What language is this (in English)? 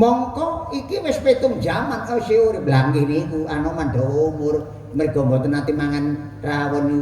Javanese